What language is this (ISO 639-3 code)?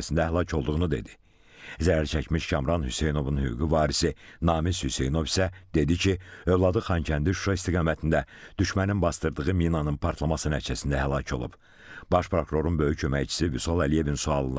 aze